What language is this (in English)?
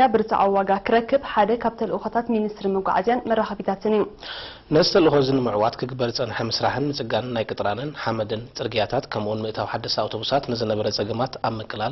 Tigrinya